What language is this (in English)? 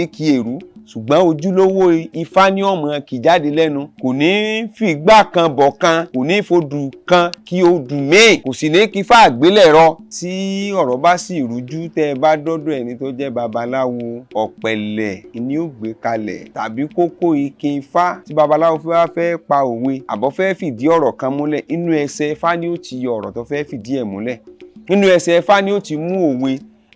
Yoruba